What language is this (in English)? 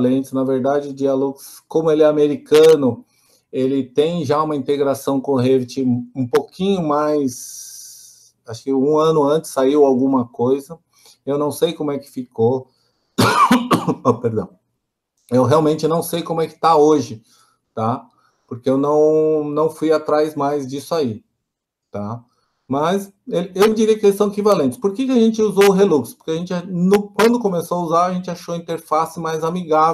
Portuguese